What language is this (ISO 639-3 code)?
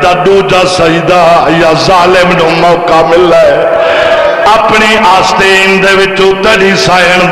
skr